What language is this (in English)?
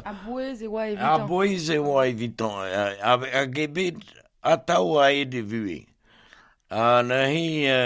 Breton